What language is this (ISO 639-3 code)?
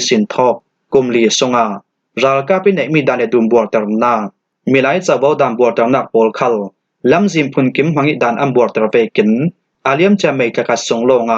cfm